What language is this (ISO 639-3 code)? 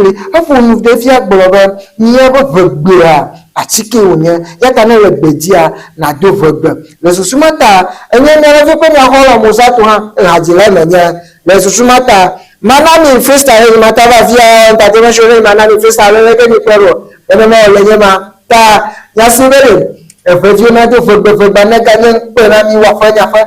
ewe